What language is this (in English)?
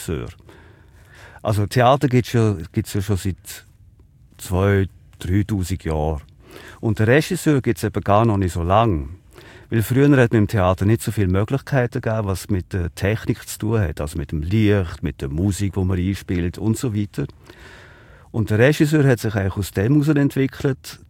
German